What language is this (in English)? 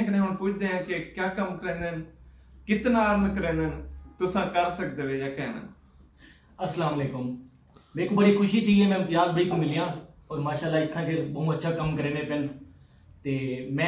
Saraiki